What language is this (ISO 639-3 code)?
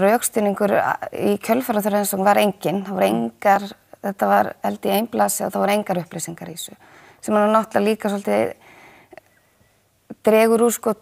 isl